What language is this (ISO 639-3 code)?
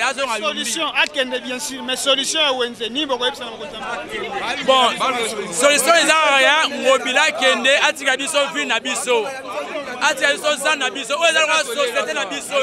lin